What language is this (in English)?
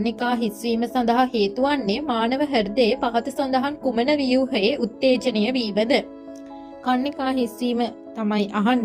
Sinhala